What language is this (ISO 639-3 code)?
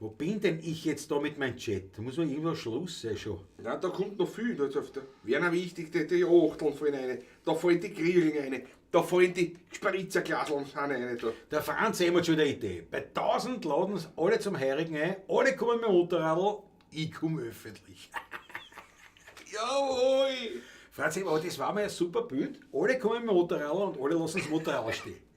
bar